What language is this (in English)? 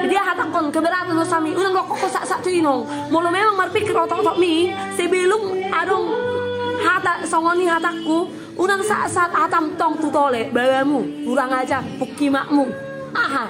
Batak Toba